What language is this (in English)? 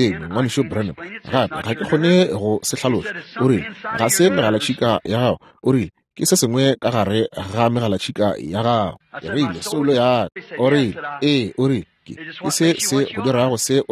Northern Sotho